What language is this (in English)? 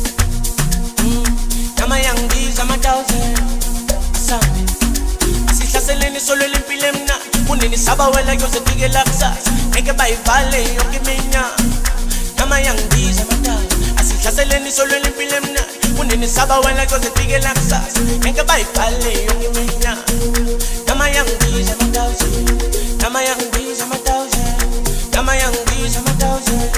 Zulu